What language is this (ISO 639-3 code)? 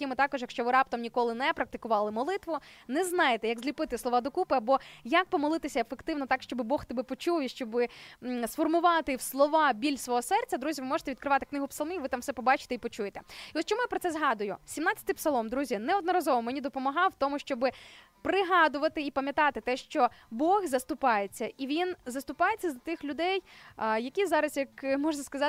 ukr